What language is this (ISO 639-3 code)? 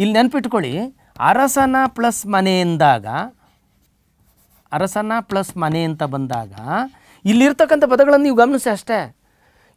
kan